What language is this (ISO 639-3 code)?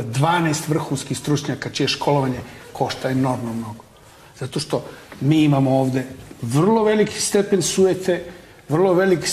srp